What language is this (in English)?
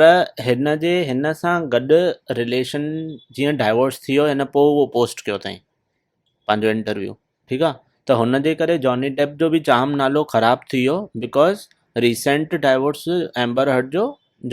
Sindhi